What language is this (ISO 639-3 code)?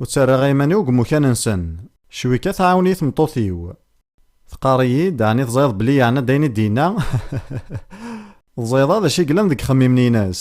kab